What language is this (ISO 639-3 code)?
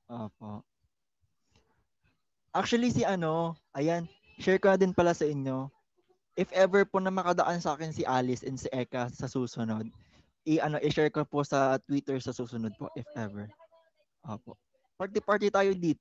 fil